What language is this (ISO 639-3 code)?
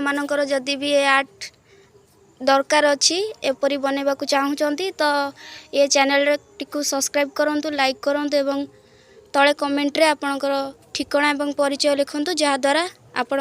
ori